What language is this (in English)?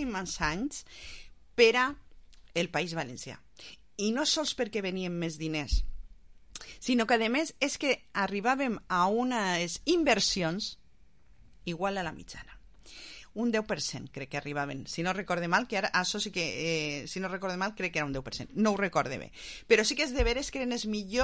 Catalan